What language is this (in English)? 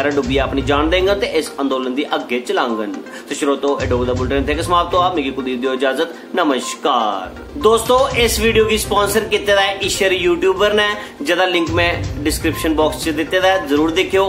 Dogri